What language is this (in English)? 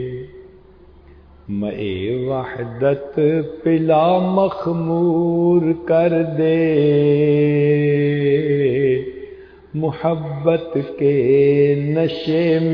Urdu